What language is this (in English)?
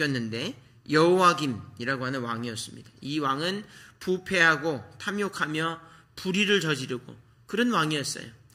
Korean